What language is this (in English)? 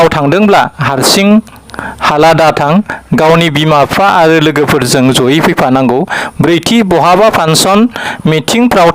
Bodo